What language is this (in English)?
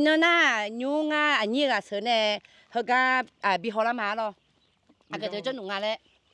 Akha